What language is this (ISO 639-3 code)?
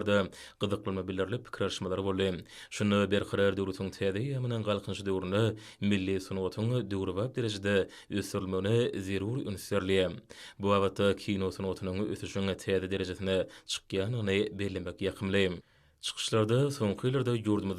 tuk